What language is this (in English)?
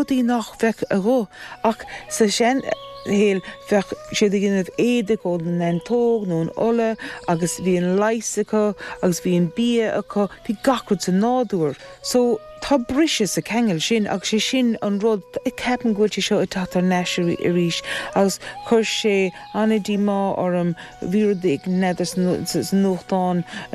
Irish